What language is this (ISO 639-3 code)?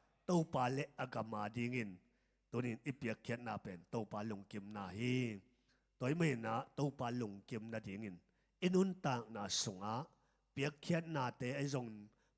ctd